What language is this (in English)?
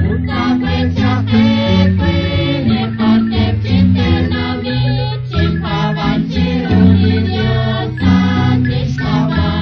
Kekchí